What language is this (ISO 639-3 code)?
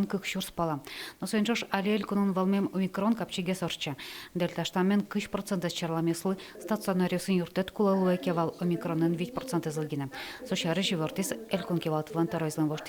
udm